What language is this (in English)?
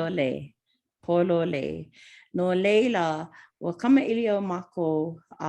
Hawaiian